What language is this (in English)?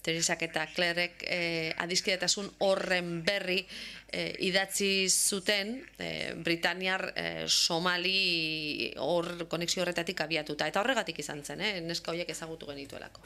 Basque